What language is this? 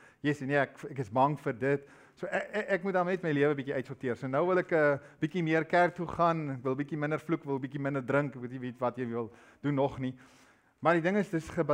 Afrikaans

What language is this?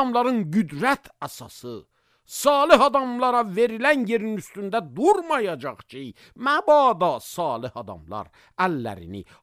Azerbaijani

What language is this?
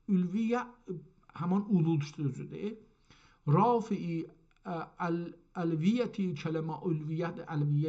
South Azerbaijani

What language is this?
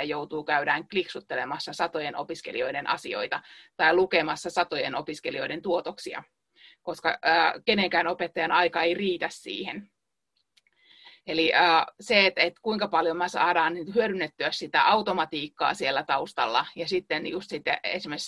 Finnish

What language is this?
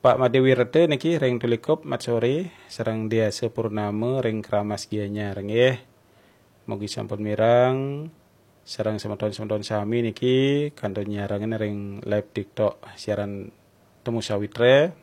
Balinese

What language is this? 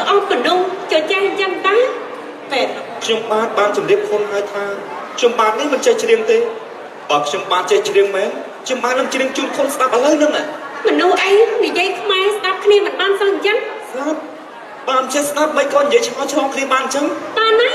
Khmer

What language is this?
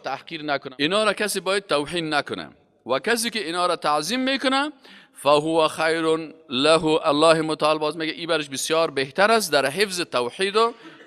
Persian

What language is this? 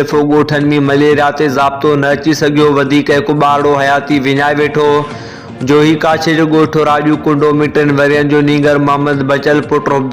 Sindhi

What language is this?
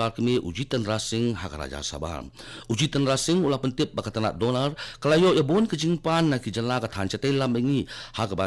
Khasi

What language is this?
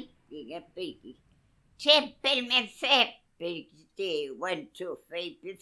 Mapuche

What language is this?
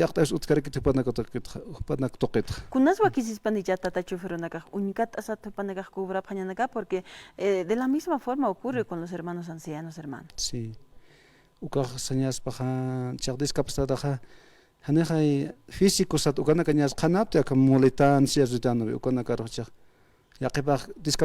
Aymara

